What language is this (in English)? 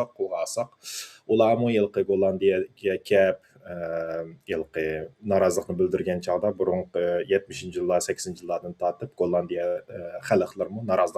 Uyghur